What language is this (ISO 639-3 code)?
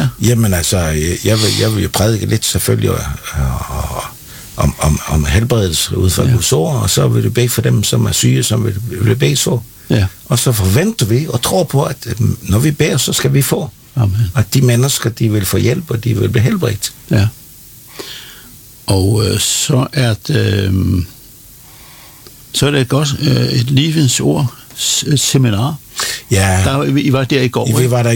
dan